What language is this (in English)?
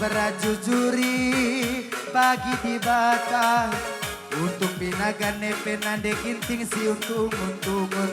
Batak Karo